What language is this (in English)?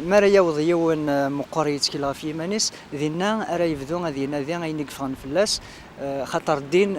Kabyle